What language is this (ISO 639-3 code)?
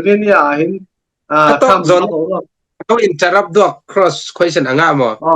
cfm